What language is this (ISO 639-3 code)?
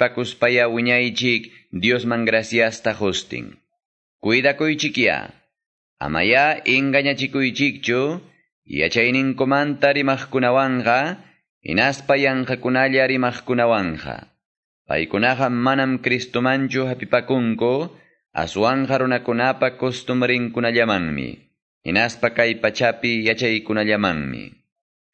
que